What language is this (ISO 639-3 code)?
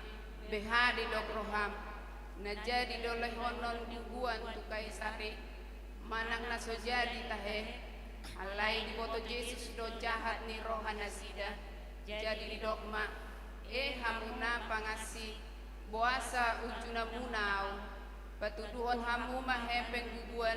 bbc